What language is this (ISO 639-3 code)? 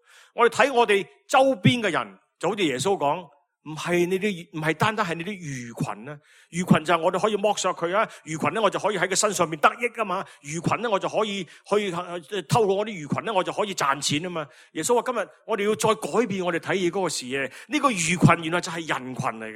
yue